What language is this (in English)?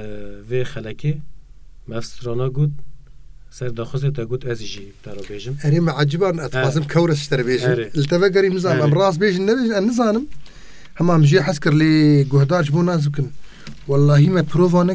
Kurdish